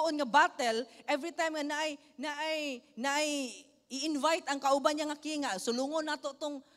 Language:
Cebuano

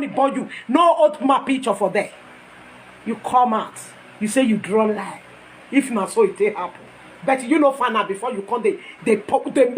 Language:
Nigerian Pidgin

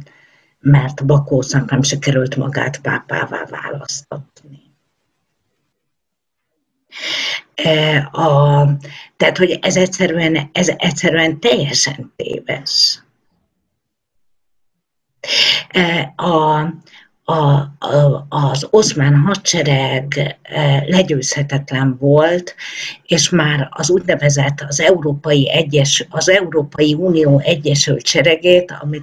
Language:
Hungarian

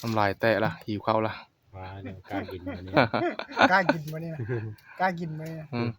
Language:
Northeastern Thai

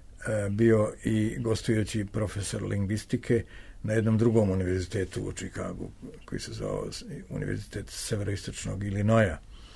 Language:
Serbian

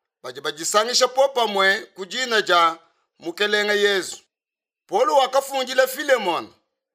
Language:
Luba-Lulua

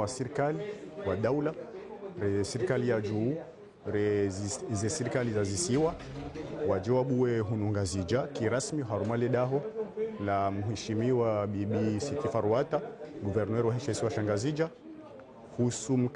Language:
Ngazidja Comorian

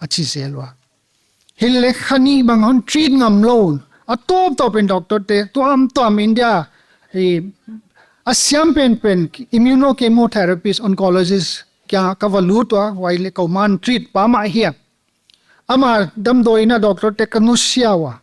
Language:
Paite Chin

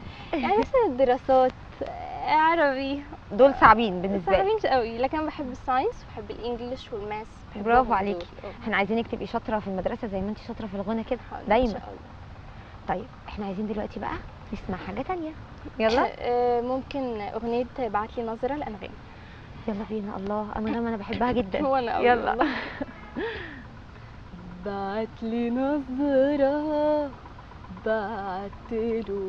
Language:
Egyptian Arabic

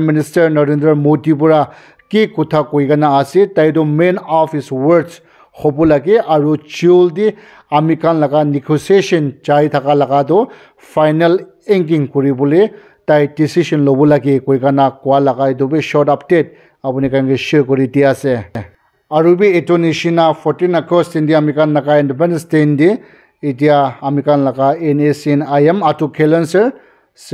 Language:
Naga Pidgin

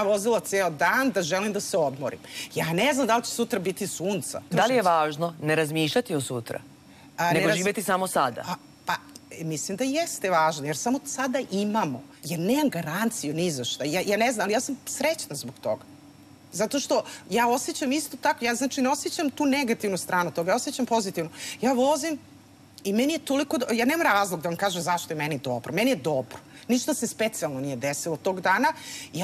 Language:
Serbian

